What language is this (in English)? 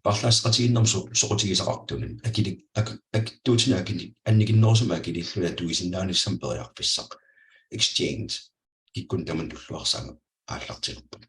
Kalaallisut